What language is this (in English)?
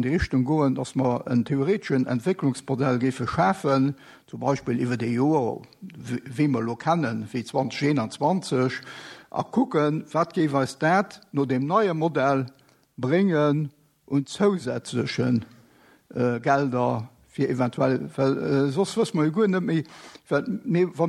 Luxembourgish